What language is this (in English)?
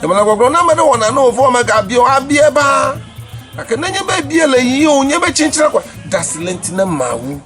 Ewe